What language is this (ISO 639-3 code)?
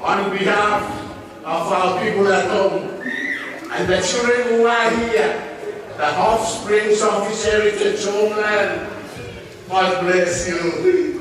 gil